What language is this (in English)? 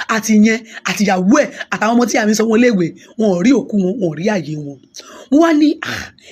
Yoruba